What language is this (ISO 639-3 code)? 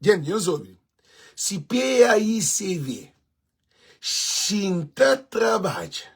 kea